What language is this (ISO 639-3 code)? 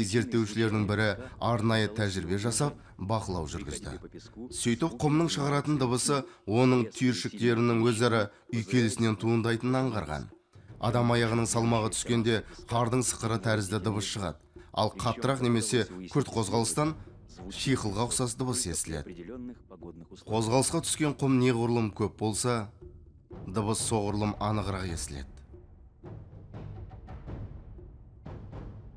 kaz